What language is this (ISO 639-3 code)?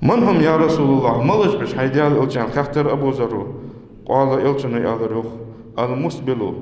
inh